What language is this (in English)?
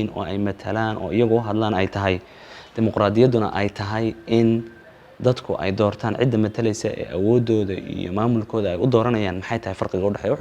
Somali